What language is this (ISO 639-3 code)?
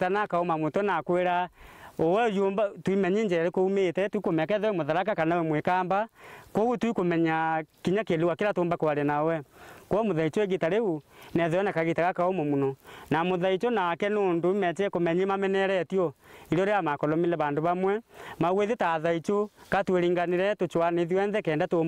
mer